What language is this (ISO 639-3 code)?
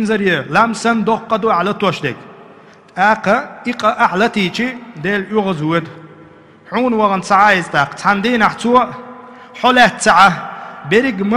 che